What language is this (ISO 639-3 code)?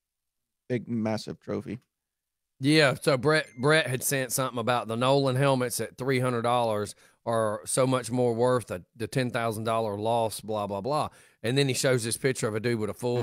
eng